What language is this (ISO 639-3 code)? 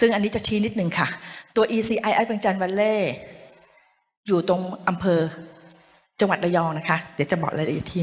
tha